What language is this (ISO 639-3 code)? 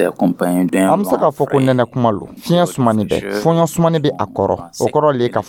dyu